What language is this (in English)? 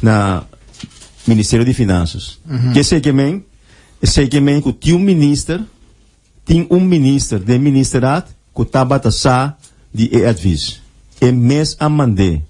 Papiamento